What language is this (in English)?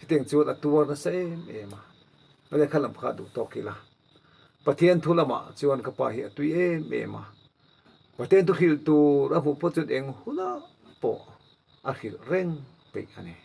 Mizo